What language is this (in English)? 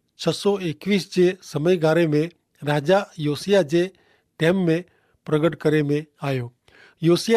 Kachhi